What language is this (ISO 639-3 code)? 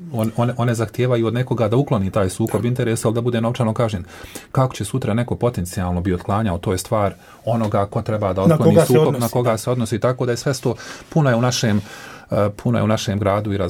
hrv